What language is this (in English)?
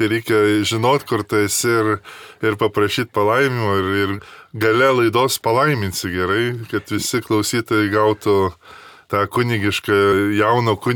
Lithuanian